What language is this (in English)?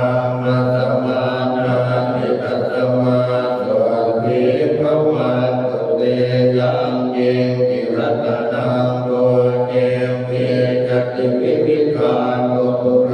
Pali